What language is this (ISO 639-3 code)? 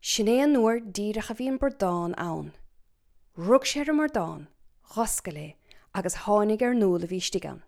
gle